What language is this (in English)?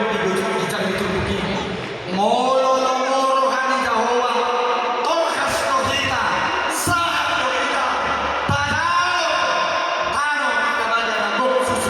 Batak Toba